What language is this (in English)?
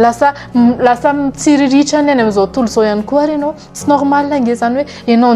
Malagasy